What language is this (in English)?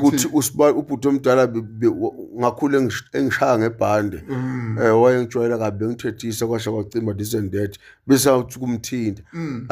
Zulu